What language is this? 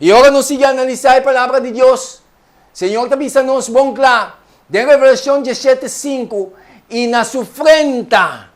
Papiamento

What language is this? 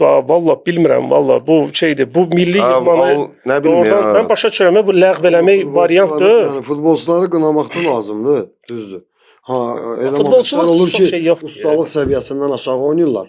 Azerbaijani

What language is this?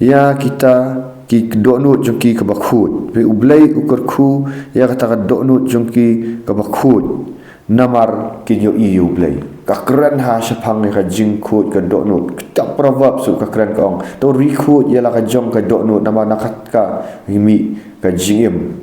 Khasi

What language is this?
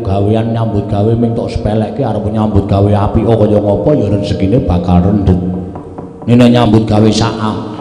Javanese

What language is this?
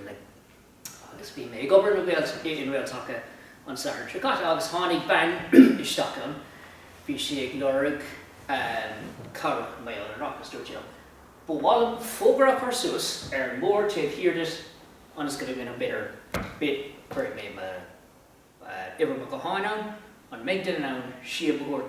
Irish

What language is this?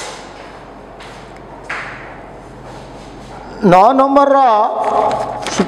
Odia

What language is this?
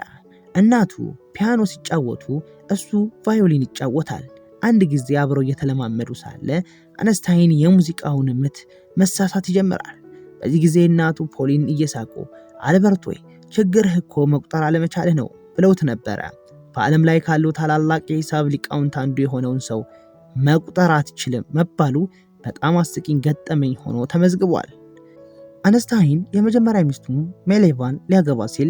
Amharic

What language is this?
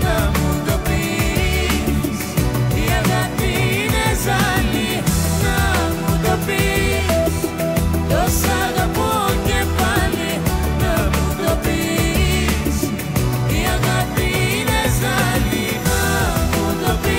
Greek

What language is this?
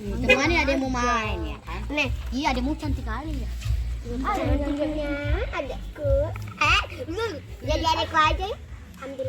Ambonese Malay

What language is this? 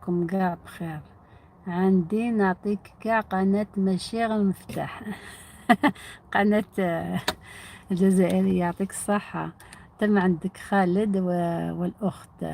Algerian Arabic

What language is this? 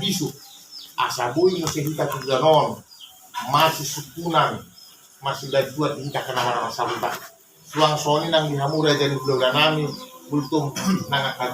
Batak Toba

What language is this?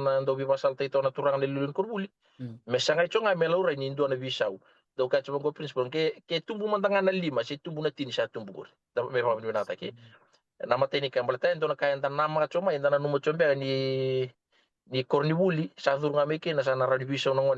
Fijian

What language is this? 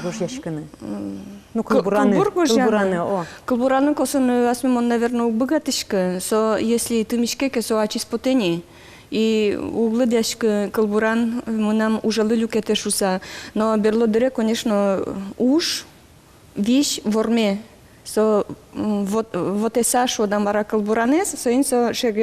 Udmurt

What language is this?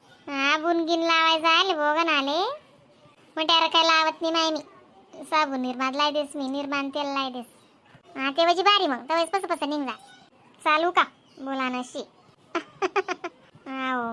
Khandesi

